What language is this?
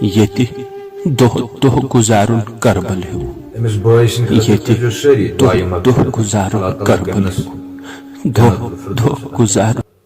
Kashmiri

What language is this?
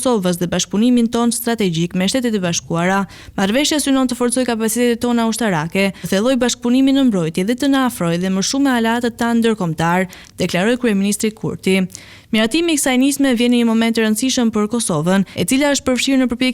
Albanian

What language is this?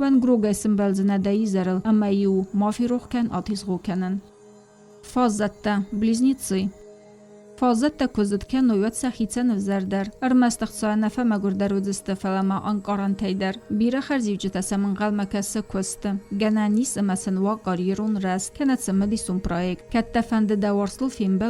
Ossetic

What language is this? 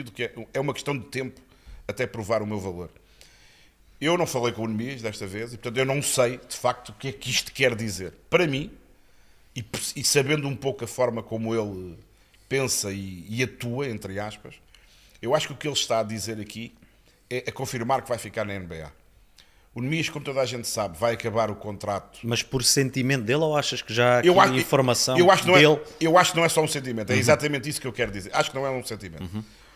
Portuguese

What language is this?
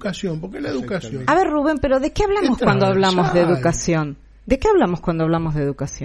Spanish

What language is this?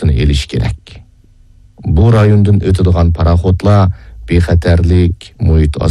Uyghur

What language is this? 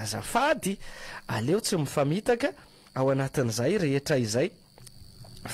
Malagasy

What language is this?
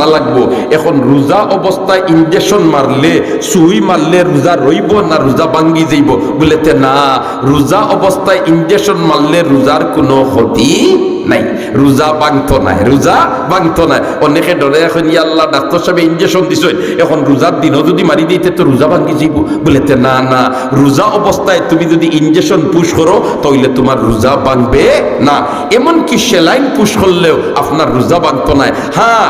Sylheti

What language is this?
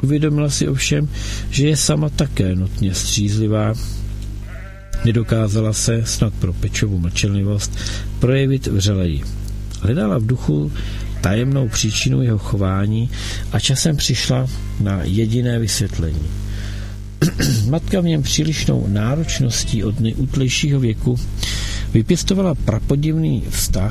Czech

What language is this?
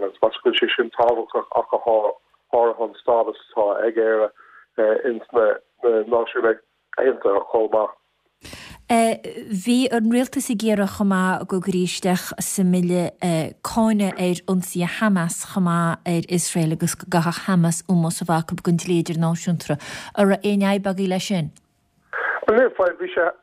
Irish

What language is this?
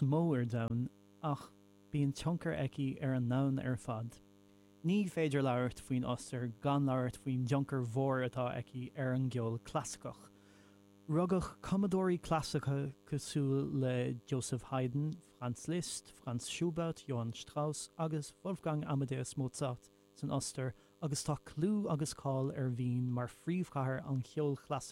Irish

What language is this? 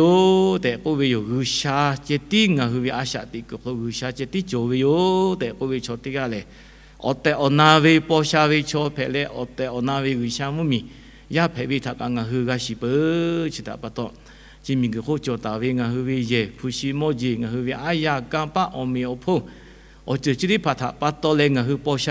Lahu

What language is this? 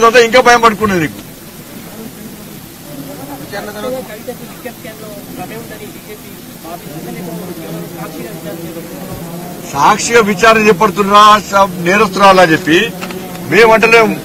Telugu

